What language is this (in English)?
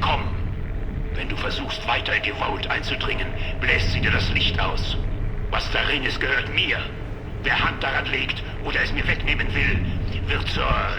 Bavarian